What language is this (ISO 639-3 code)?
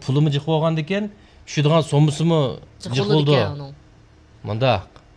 uig